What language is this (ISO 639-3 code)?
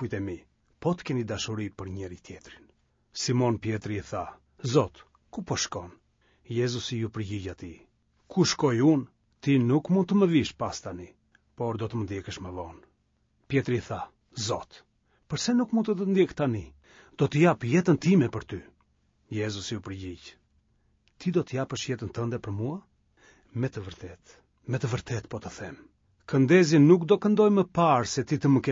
sqi